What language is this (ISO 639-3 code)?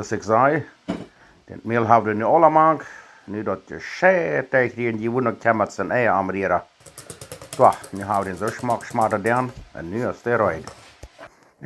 pdt